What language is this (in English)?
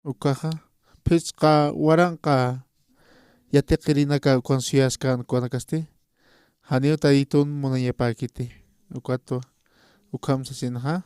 Aymara